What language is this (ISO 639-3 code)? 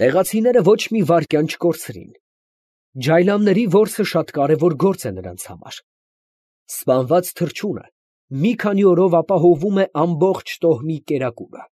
hye